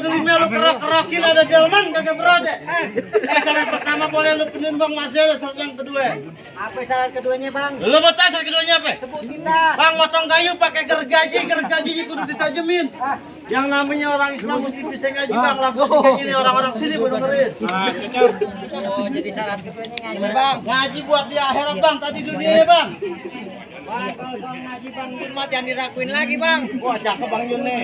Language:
Betawi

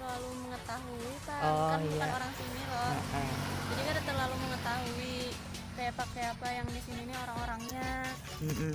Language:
Banjar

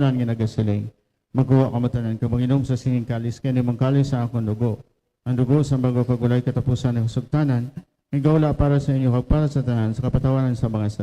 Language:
Hiligaynon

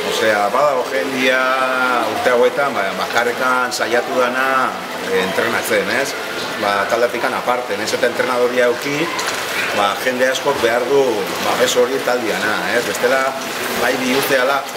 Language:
Basque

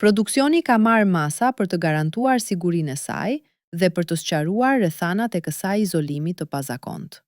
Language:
Albanian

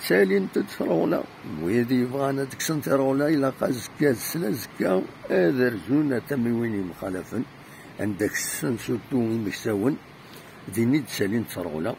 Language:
Kabyle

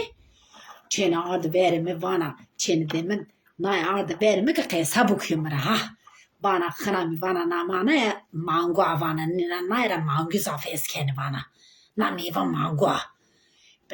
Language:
Zaza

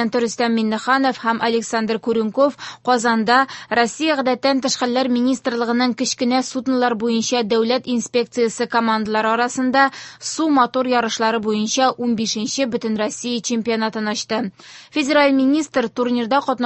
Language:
Tatar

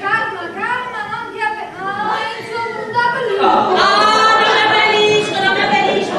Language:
Neapolitan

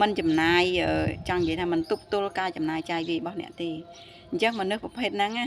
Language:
Khmer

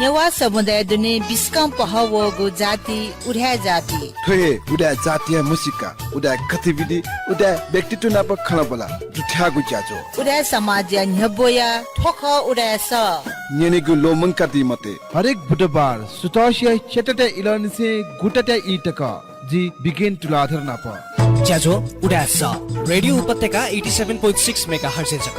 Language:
Newari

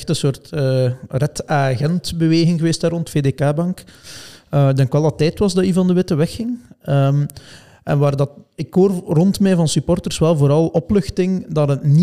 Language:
Dutch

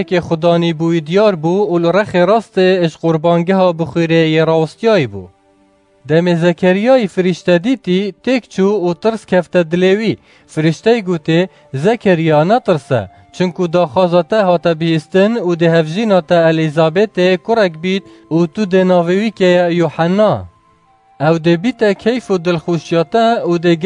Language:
Kurdish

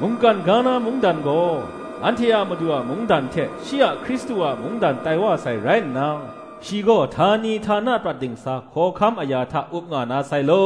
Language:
Kachin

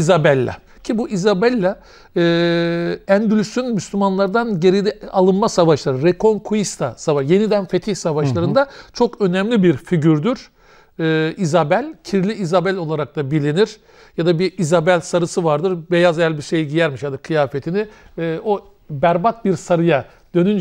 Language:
Turkish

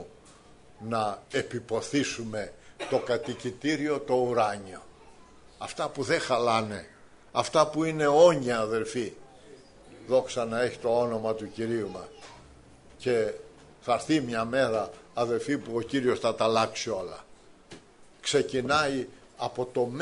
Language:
Greek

